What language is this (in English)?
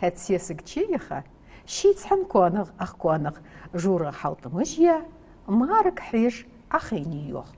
Ingush